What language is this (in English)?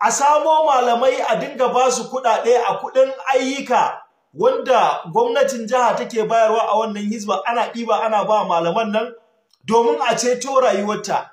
Hausa